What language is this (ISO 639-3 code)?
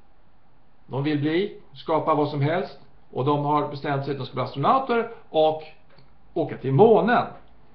swe